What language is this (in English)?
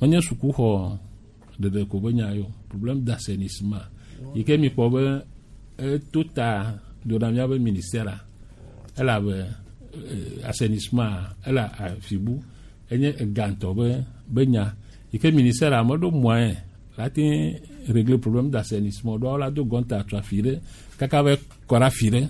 Gen